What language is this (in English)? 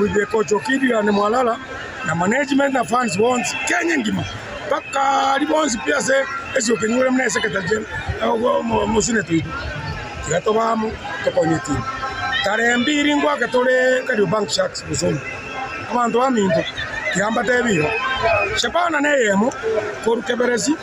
Gusii